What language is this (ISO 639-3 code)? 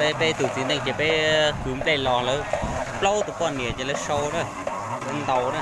hmn